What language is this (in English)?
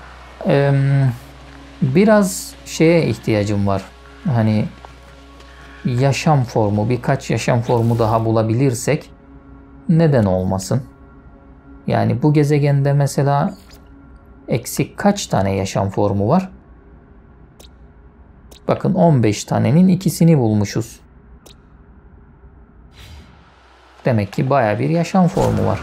Turkish